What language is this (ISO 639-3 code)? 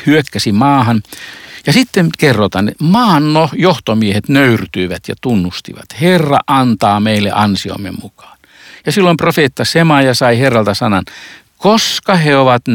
fin